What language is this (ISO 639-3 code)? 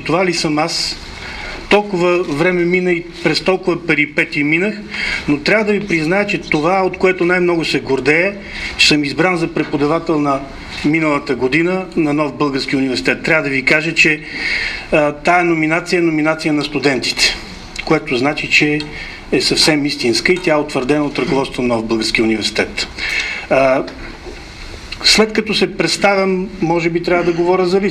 bul